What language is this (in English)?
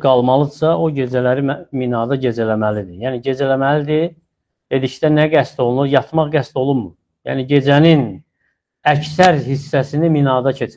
Azerbaijani